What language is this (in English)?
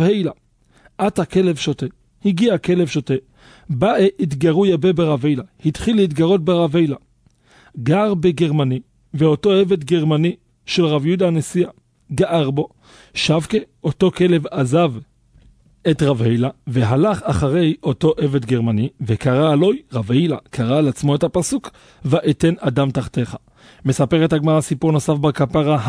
Hebrew